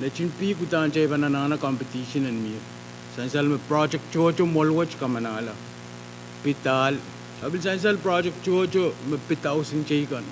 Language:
Pohnpeian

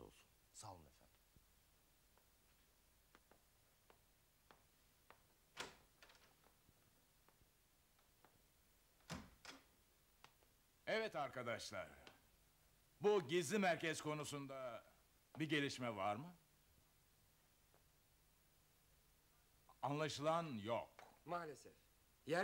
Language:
Turkish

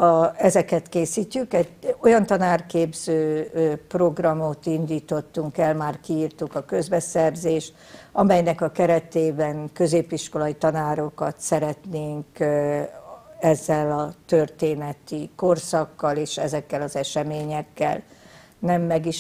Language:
Hungarian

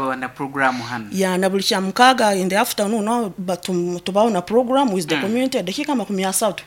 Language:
Nyankole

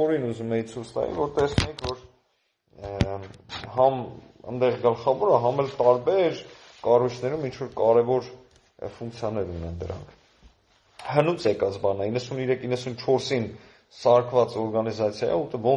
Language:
Armenian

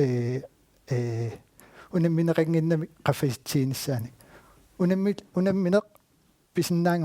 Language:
Kalaallisut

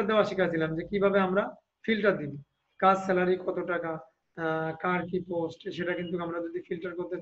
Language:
Bangla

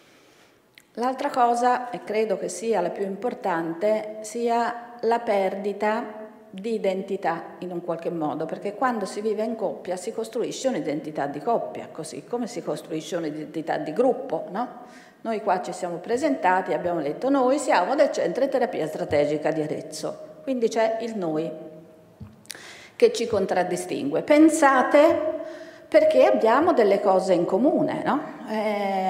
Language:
Italian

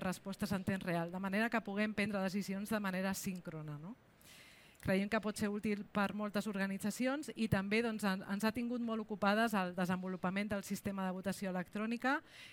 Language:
Catalan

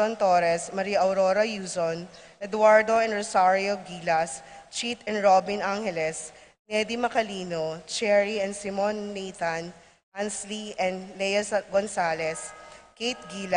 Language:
Pampanga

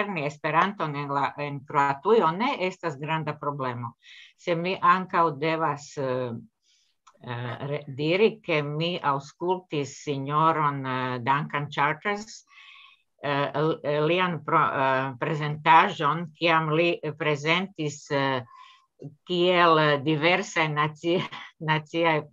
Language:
Esperanto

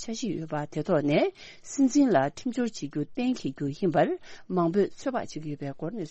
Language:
Tibetan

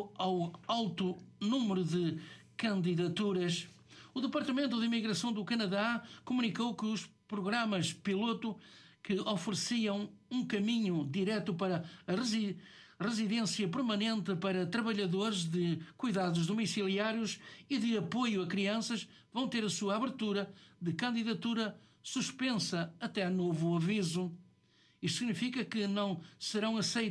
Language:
Portuguese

